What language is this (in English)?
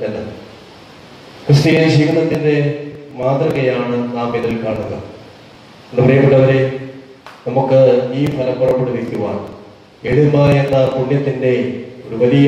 Malayalam